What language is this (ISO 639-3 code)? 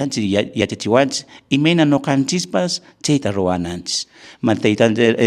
que